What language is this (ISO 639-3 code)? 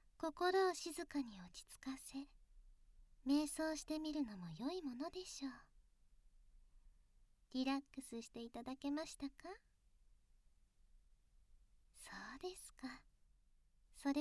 jpn